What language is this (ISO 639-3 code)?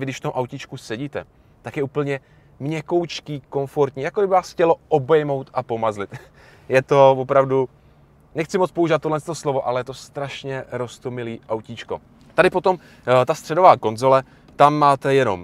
ces